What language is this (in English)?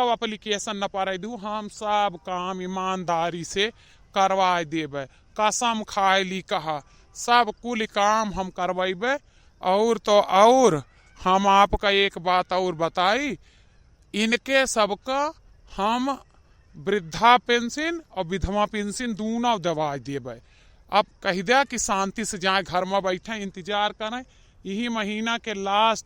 Awadhi